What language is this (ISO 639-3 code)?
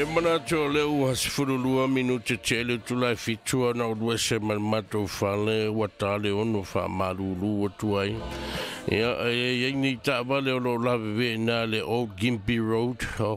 smo